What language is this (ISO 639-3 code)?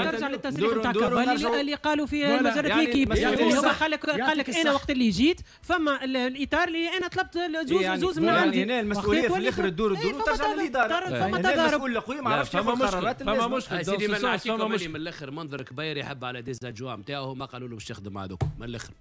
aeb